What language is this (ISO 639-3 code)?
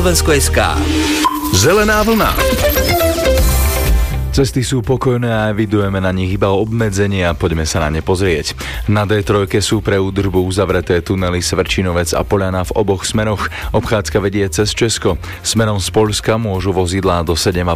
slk